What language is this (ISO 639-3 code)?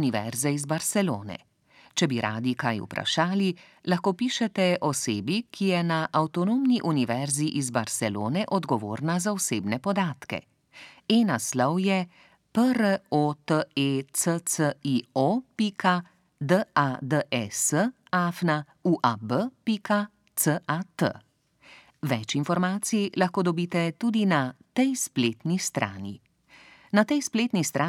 slv